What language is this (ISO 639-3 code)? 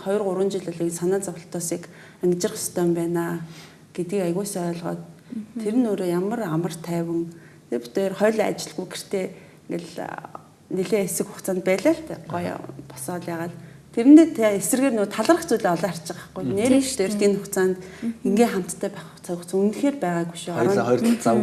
mon